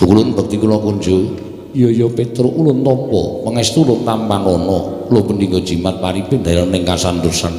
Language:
Javanese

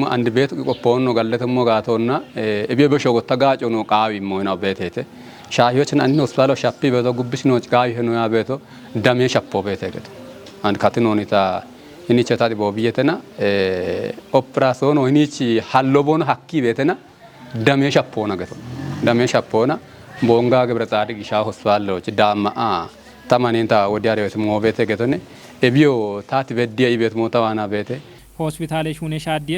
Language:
Kafa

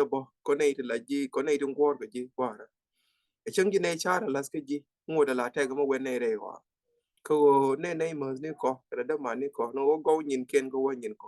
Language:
Nuer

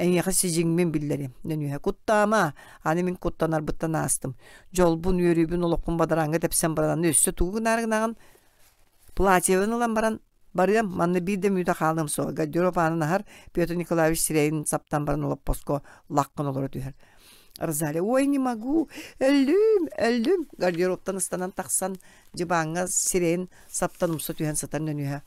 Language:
Yakut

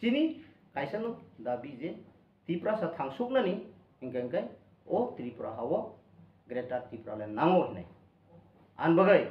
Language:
Kok Borok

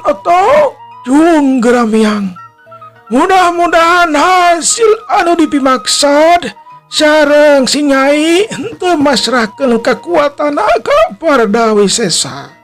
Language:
Sundanese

